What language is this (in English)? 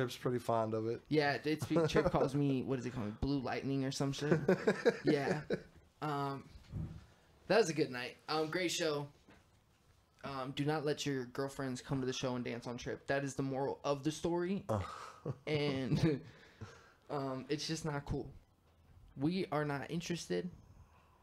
English